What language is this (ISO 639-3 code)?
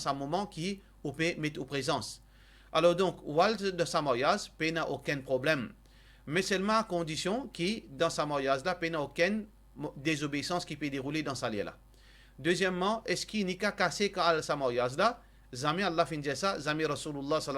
mfe